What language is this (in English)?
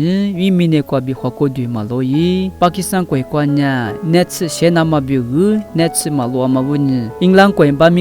Lisu